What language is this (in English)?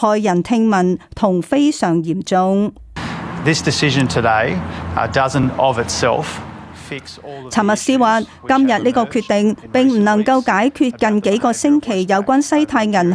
Cantonese